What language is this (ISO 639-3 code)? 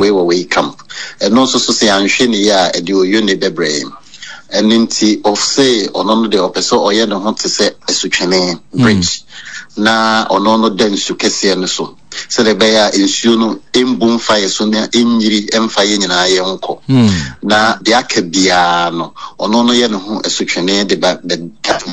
aka